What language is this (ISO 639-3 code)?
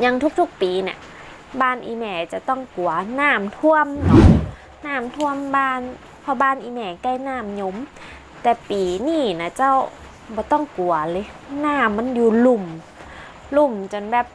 nod